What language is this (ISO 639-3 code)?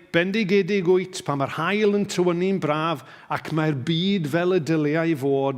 cym